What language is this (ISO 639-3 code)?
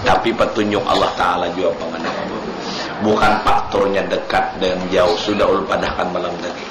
bjn